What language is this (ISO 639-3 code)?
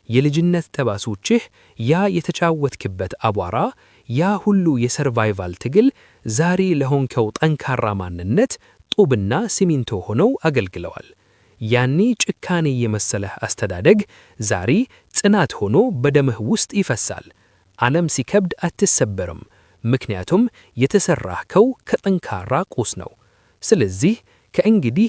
amh